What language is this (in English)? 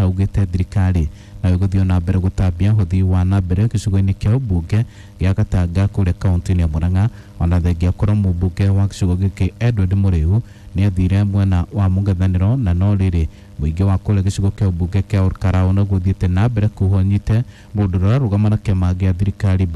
Kikuyu